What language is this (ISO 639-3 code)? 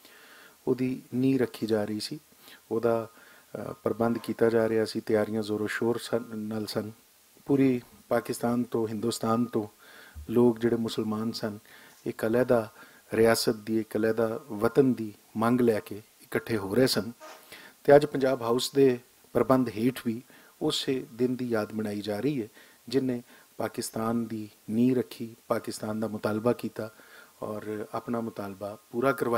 lah